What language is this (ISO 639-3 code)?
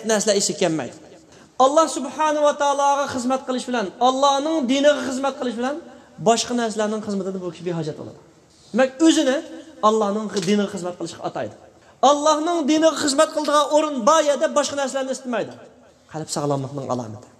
uig